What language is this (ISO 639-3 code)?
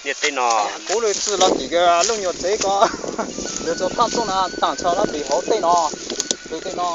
hmn